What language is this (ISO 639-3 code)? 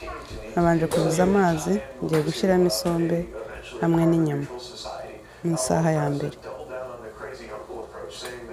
kin